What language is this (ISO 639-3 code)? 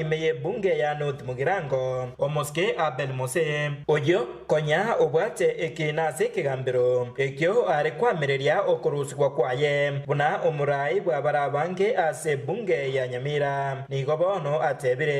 guz